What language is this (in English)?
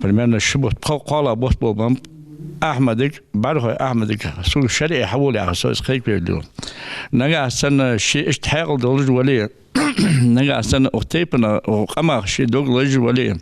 Ingush